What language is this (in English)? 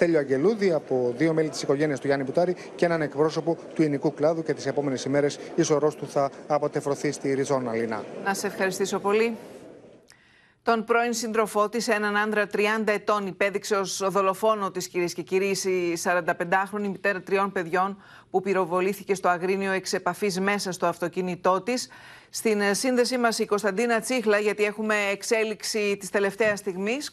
Greek